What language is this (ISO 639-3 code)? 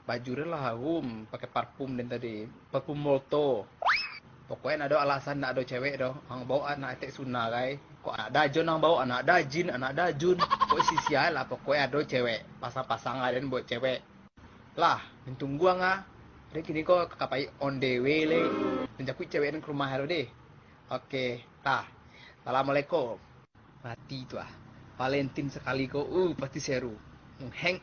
min